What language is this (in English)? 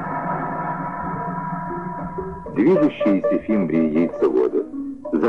Russian